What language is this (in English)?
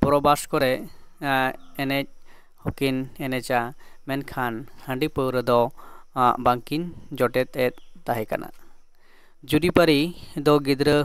Santali